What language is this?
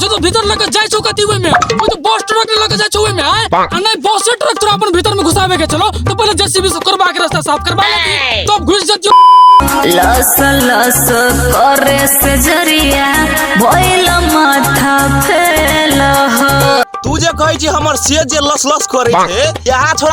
Maithili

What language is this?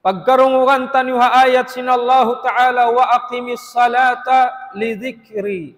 Tausug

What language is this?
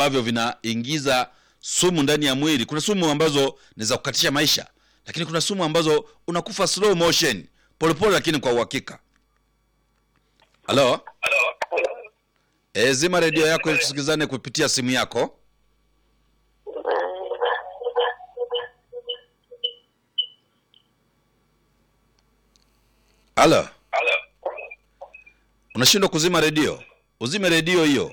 Swahili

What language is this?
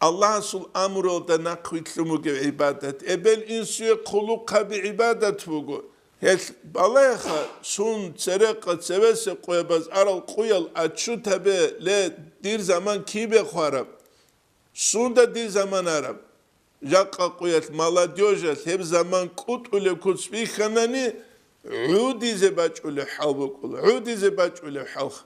Avaric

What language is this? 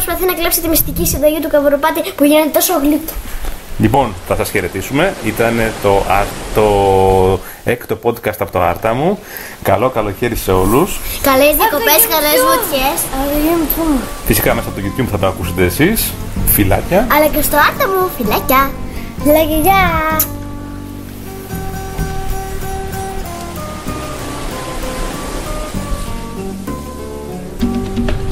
Greek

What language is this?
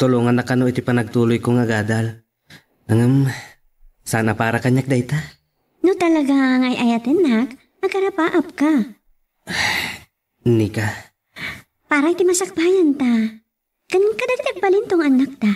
Iloko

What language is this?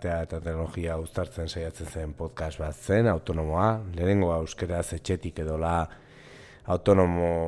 Basque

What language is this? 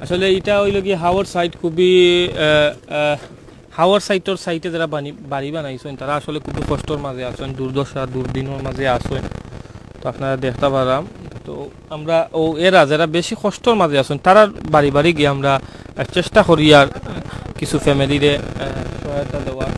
Sylheti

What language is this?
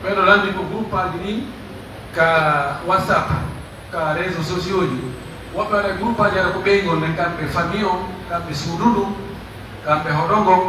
Pular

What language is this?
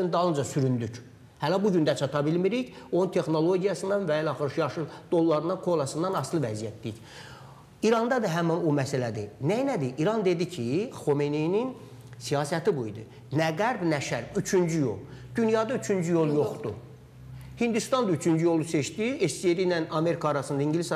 Azerbaijani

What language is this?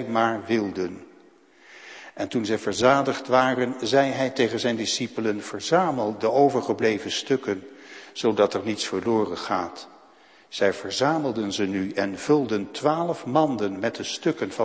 Dutch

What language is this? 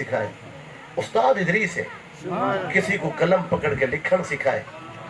Saraiki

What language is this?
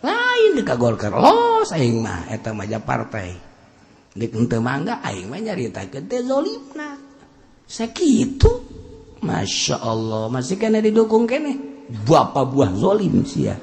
Sundanese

